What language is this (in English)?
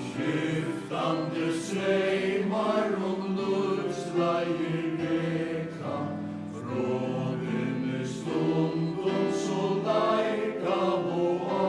Faroese